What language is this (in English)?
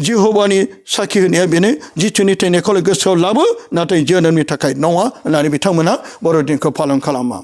Bodo